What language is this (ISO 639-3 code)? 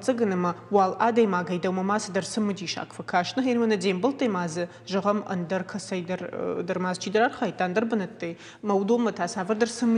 oss